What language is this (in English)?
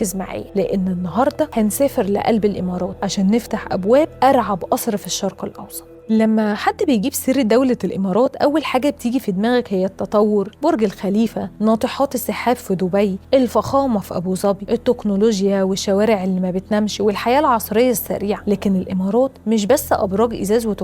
Egyptian Arabic